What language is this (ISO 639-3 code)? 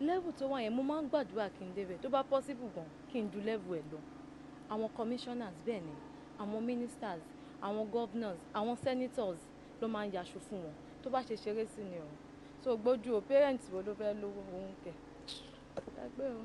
yor